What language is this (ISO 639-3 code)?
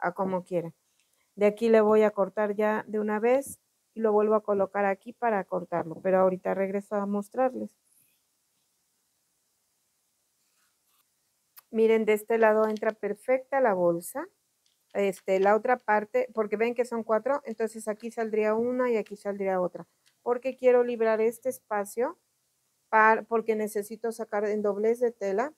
spa